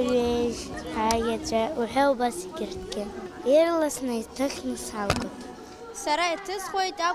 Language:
Abkhazian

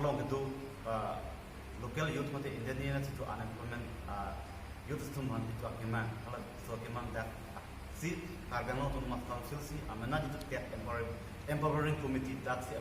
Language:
Karbi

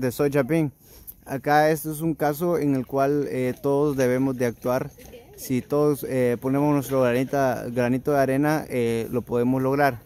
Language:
Spanish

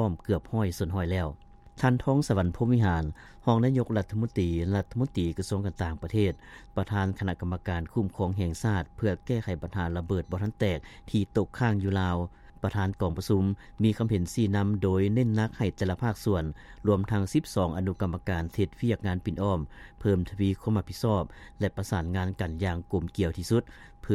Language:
Lao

